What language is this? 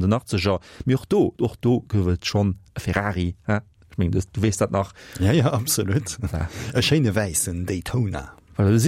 Luxembourgish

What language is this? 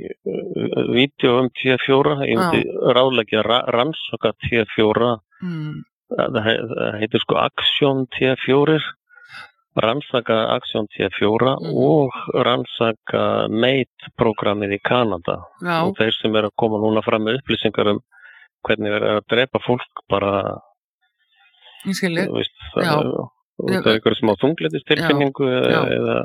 Icelandic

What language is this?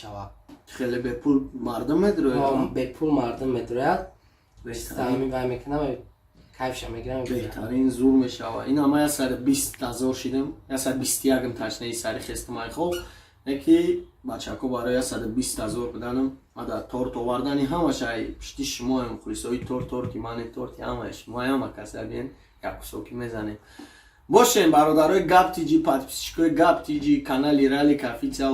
Tajik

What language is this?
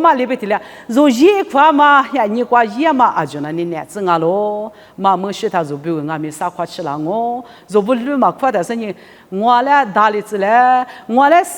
Lisu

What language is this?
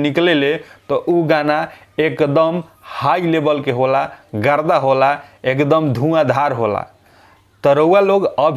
Bhojpuri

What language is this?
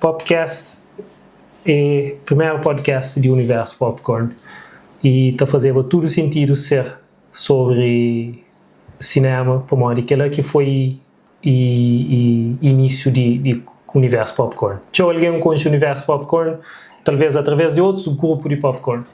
Kabuverdianu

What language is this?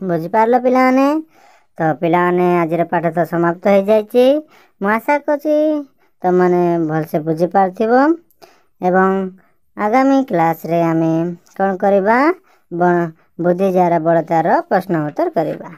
Odia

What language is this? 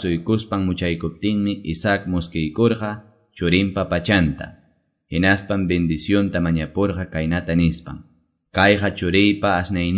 Quechua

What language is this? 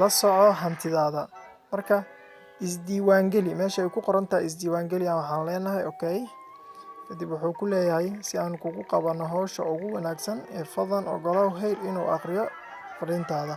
Somali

